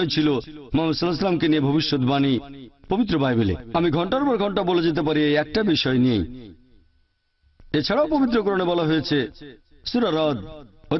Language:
Bangla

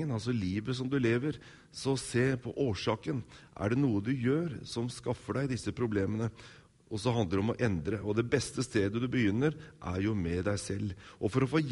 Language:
Norwegian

